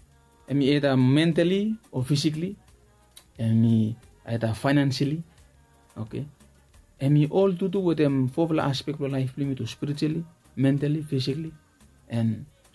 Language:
Bislama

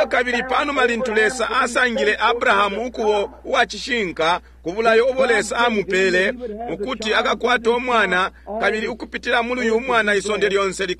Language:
Bemba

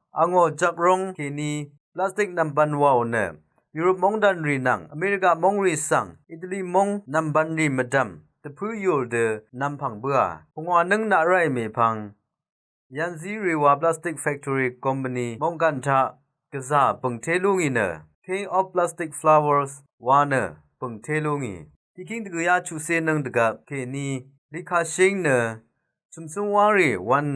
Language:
Rawang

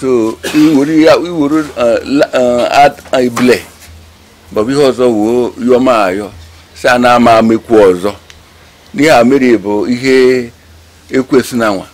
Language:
Igbo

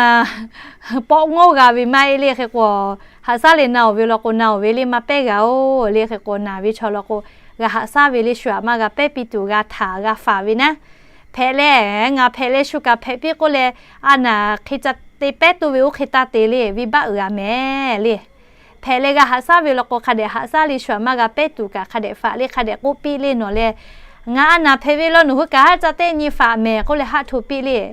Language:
Lahu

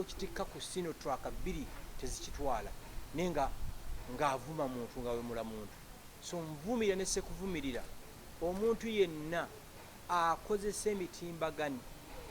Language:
Ganda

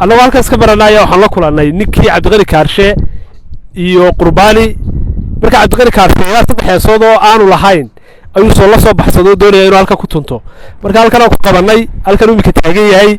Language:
Somali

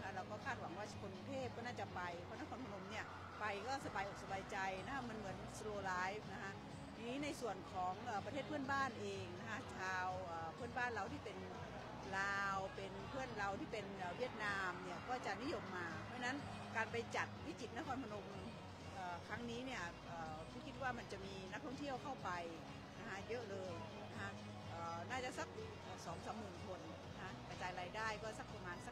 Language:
Thai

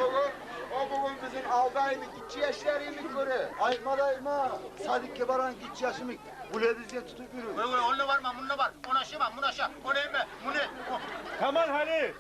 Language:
Kumyk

